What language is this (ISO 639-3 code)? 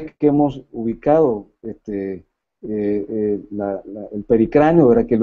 spa